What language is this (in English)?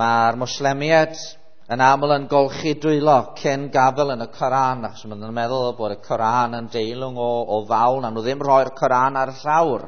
Welsh